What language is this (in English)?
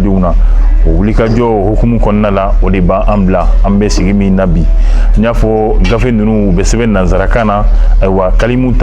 Bambara